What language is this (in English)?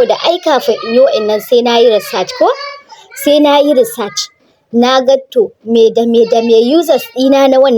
Hausa